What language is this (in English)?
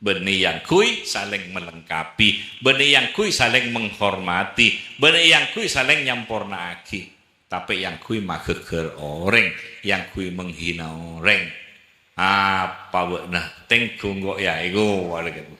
Madurese